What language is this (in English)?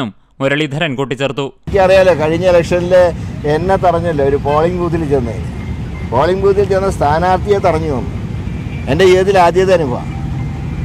Malayalam